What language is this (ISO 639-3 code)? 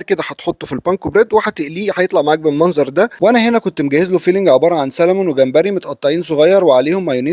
arz